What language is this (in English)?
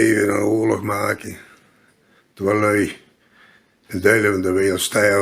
Limburgish